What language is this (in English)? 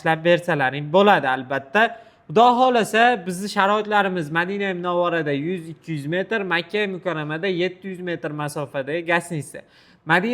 Uzbek